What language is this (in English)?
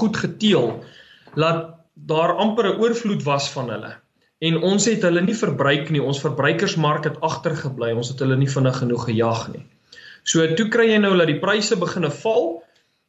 Afrikaans